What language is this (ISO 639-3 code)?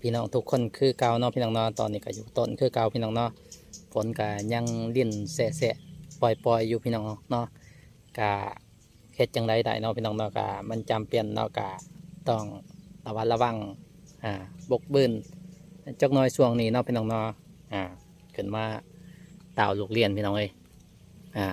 lao